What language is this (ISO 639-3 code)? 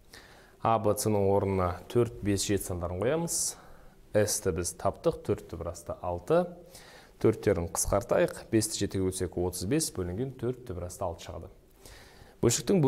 kaz